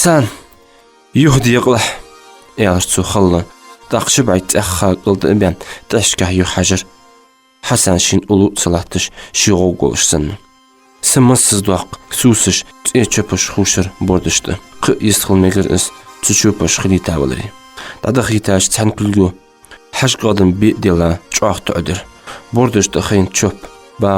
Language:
Ingush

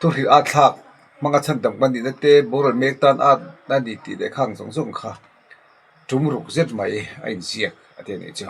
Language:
Mizo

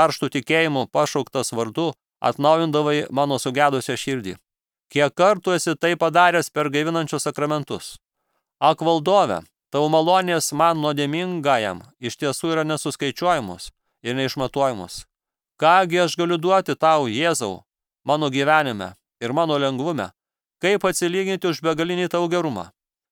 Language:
Lithuanian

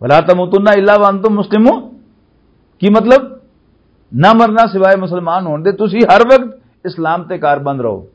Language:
Western Panjabi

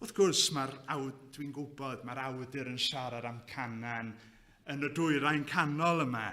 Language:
Welsh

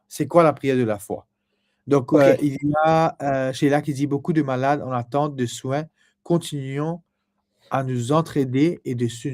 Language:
Morisyen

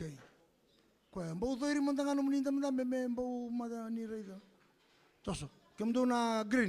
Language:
Fijian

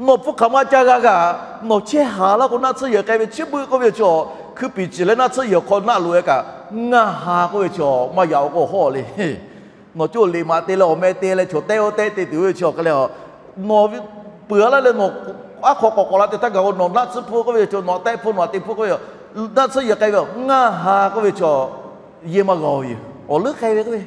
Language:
Lahu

